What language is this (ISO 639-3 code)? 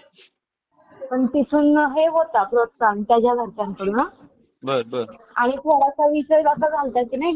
mar